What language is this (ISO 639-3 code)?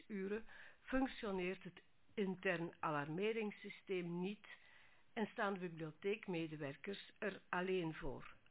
nld